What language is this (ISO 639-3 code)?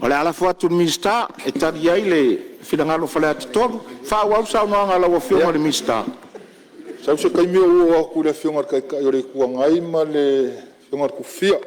smo